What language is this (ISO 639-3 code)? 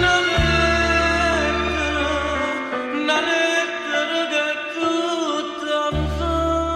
nap